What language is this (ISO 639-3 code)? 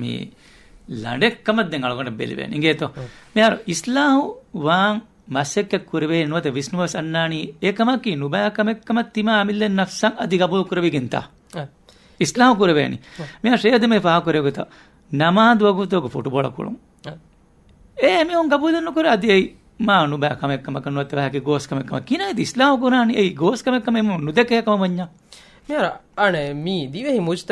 div